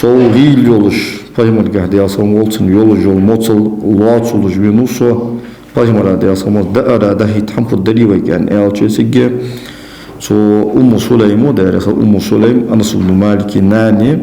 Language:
Ingush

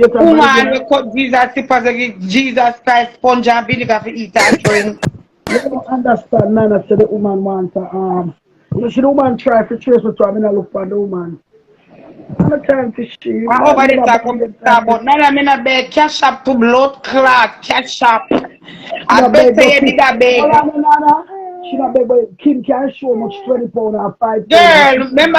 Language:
Jamaican Creole English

